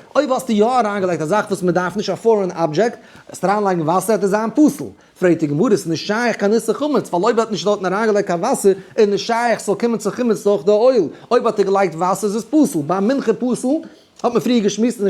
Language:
Yiddish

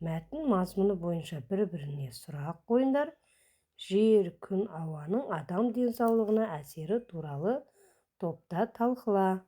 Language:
Kazakh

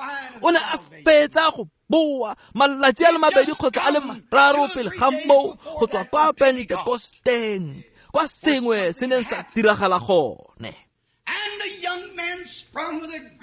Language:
Tswana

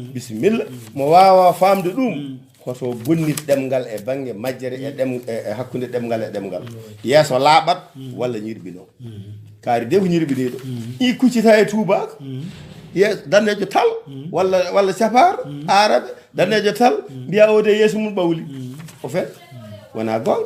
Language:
Fula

